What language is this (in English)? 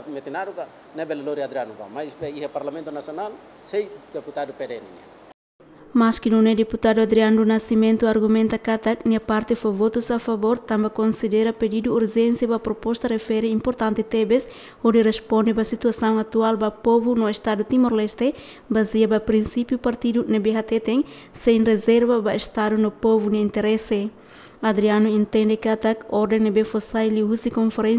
Tetum